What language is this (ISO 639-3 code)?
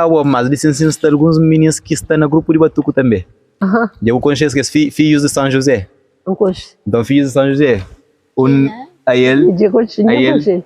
kea